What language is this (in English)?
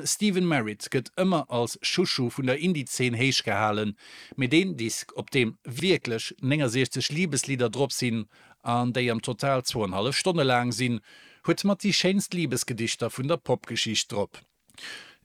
Luxembourgish